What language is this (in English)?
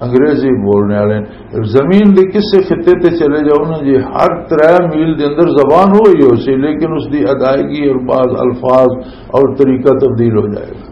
Western Panjabi